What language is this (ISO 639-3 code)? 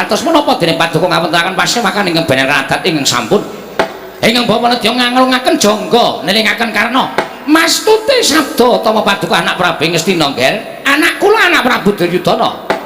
jav